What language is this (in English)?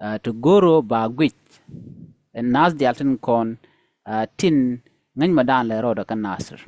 Nuer